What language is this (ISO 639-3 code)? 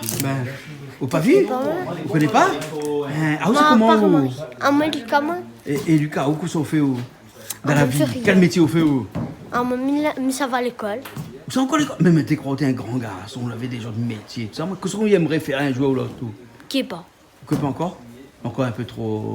rcf